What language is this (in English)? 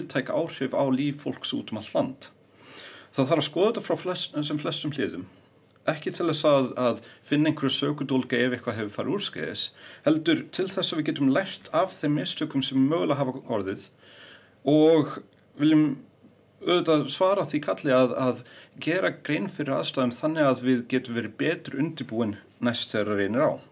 Icelandic